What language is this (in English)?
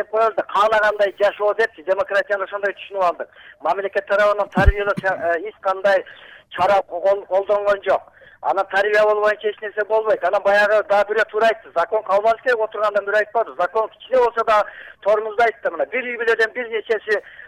Kyrgyz